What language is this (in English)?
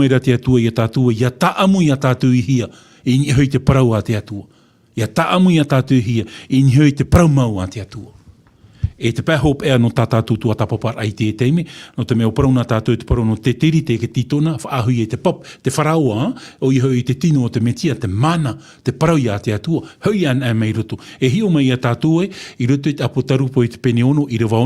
Tahitian